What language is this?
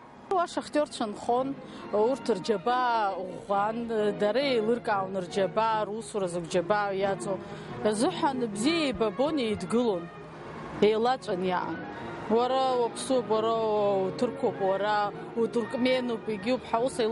Abkhazian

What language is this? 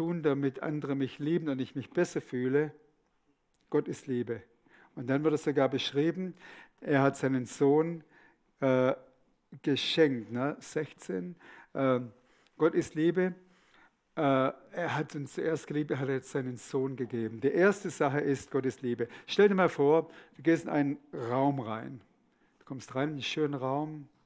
Swiss German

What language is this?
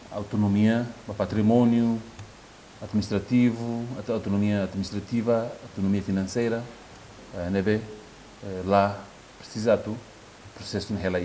Tetum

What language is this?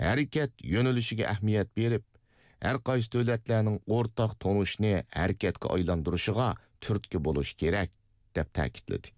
Uyghur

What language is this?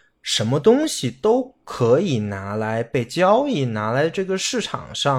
Chinese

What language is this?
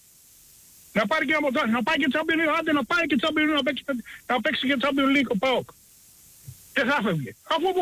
Greek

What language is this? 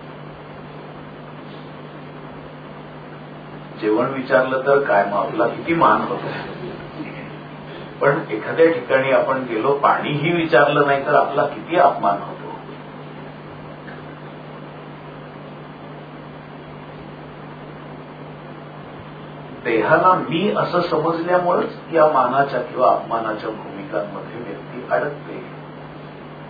Marathi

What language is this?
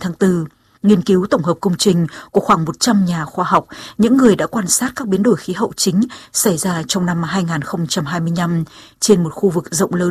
Vietnamese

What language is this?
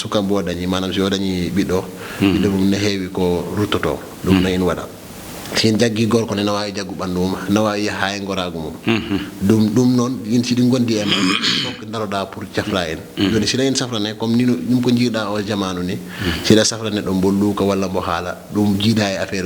Fula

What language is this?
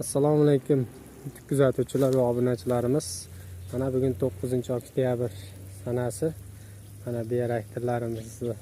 Uzbek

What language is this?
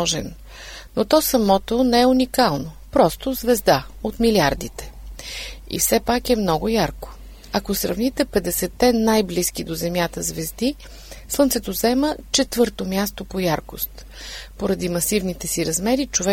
Bulgarian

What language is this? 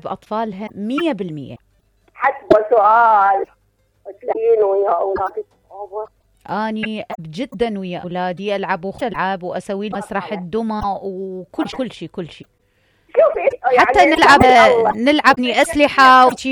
Mesopotamian Arabic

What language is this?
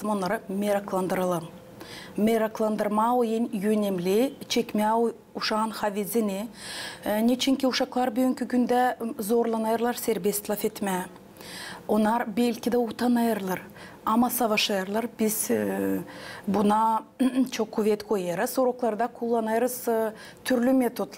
Gagauz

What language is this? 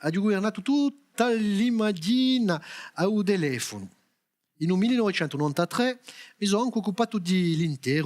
Corsican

